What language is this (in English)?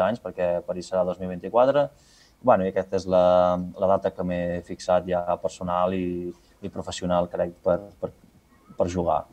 Catalan